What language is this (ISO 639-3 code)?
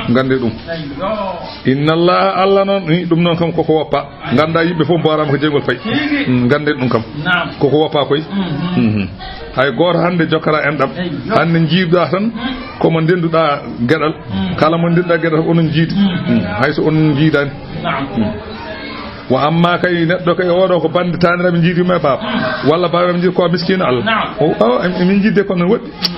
ful